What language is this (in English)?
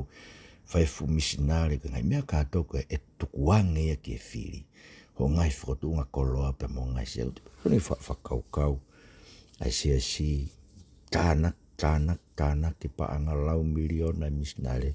Tongan